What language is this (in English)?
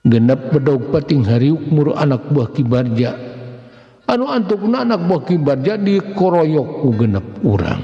Sundanese